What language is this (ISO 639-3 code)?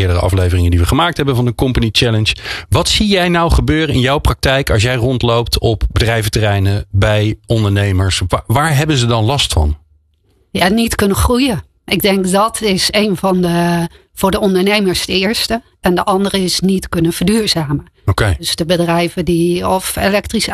nld